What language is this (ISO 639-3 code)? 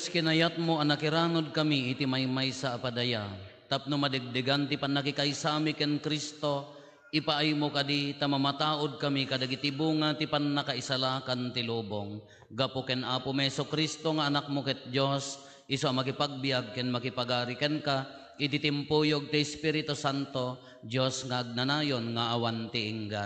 ilo